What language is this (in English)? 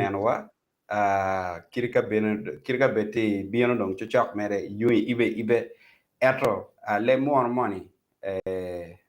Acoli